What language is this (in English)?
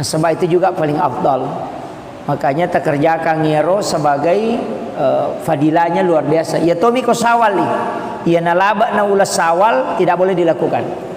Buginese